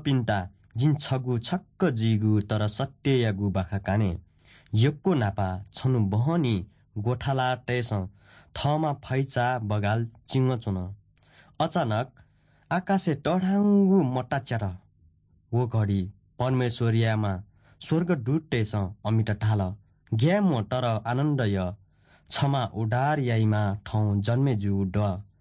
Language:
Newari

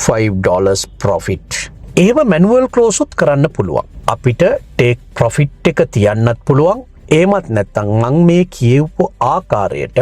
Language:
Sinhala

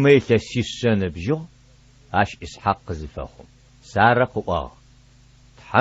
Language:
Adyghe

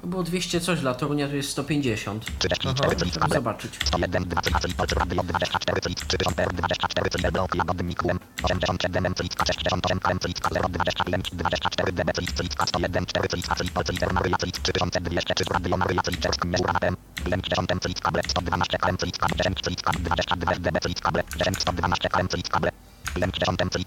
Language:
Polish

